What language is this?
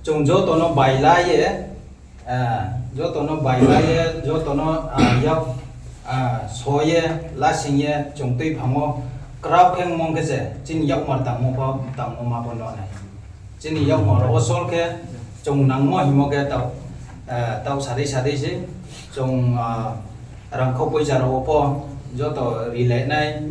Riang (India)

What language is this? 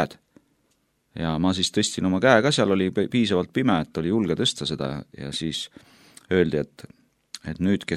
Estonian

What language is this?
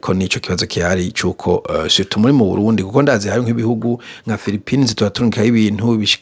Rundi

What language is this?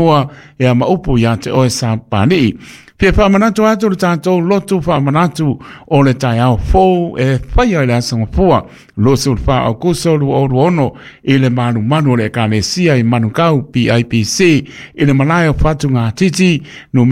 Samoan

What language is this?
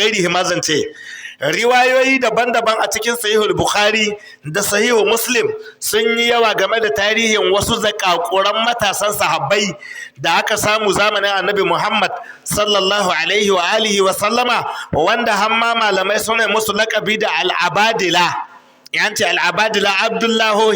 Hausa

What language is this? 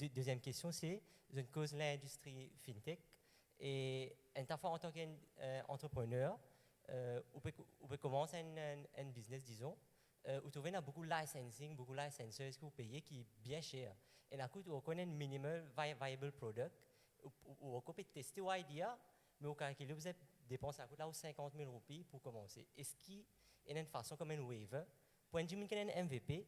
Morisyen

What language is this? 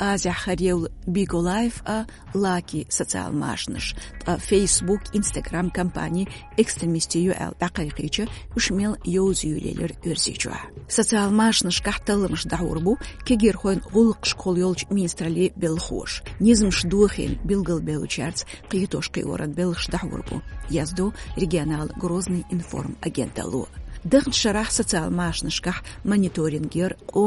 Chechen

